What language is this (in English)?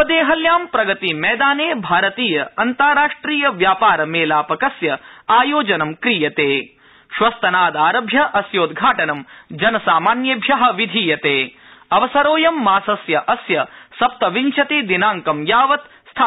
Sanskrit